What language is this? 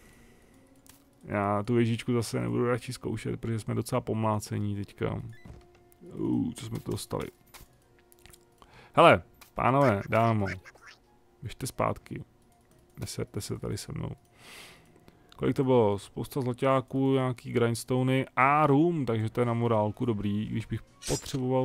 Czech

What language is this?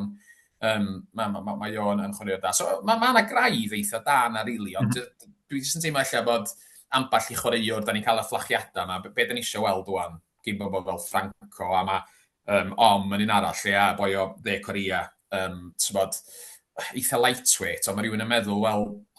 Welsh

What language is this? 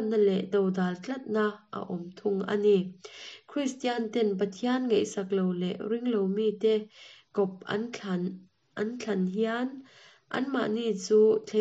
Mizo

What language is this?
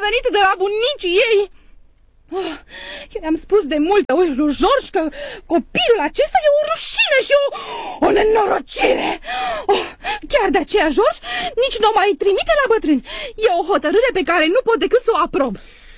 Romanian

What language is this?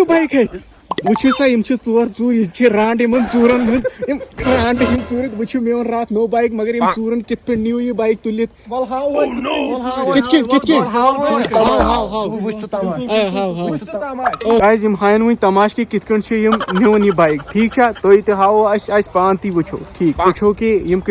Kashmiri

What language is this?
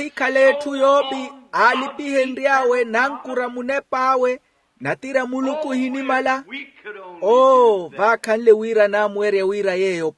Makhuwa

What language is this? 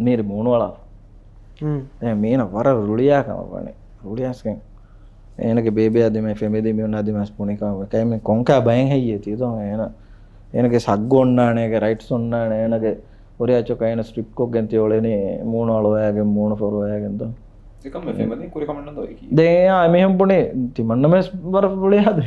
Divehi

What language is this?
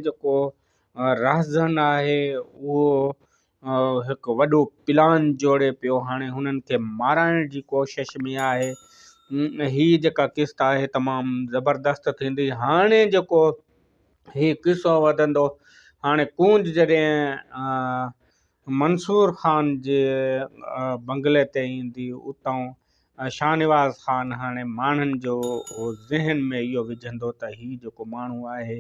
Sindhi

